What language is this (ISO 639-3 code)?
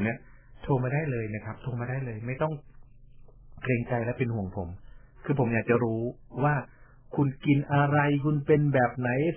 tha